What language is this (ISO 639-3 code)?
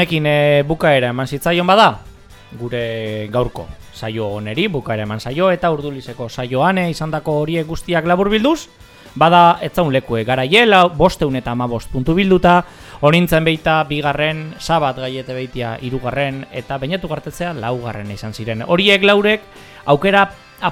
eus